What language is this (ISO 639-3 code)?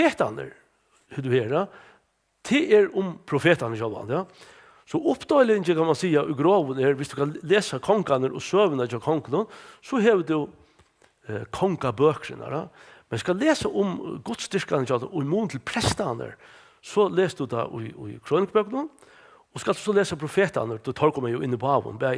fao